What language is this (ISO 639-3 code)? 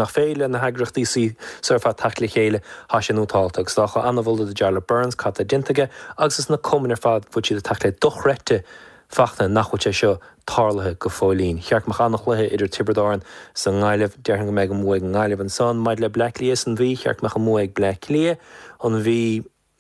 gle